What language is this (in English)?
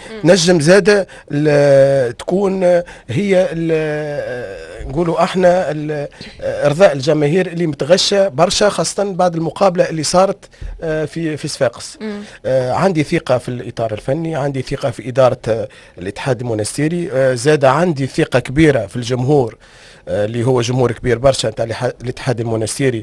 Tunisian Arabic